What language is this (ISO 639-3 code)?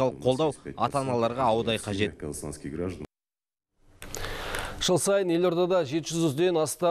kaz